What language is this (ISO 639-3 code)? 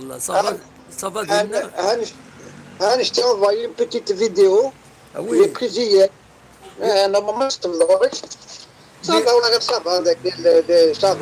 kab